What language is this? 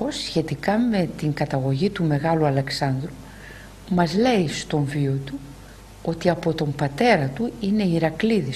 Greek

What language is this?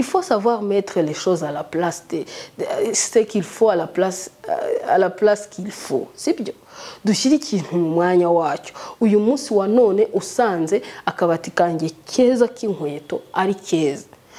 Kinyarwanda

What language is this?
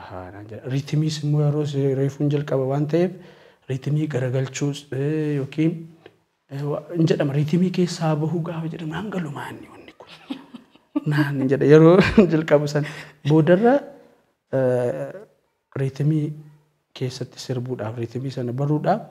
Oromo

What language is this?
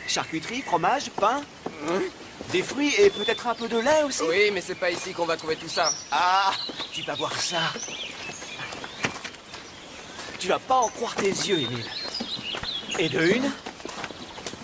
French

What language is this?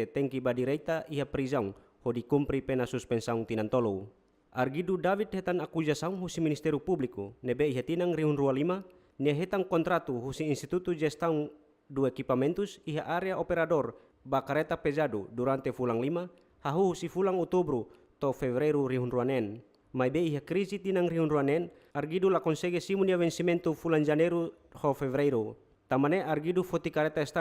Tetum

